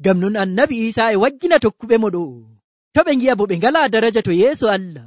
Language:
Nigerian Fulfulde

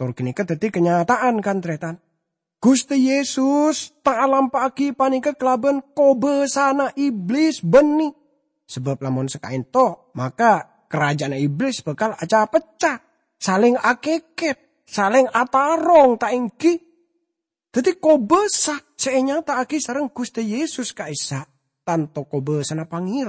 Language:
Madurese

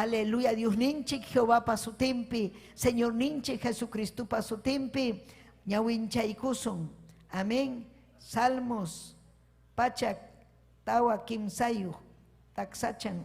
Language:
Ayacucho Quechua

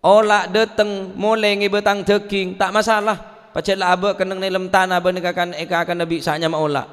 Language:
Madurese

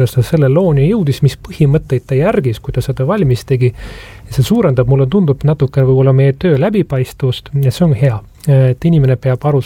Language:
Estonian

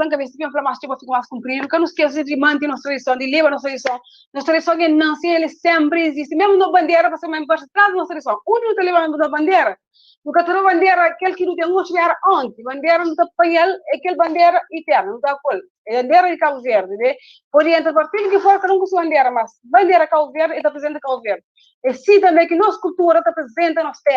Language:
Kabuverdianu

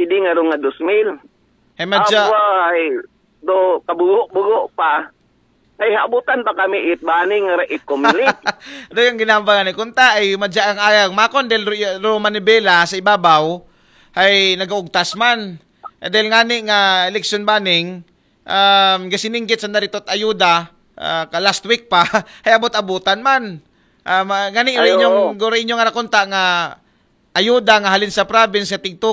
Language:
Aklanon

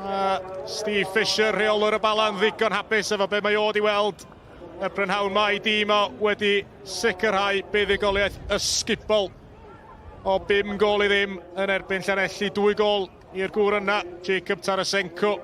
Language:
Welsh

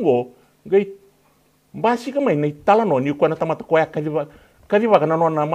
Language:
Fijian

